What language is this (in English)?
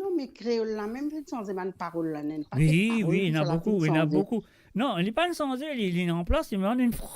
Morisyen